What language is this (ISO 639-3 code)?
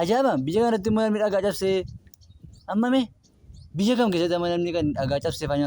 orm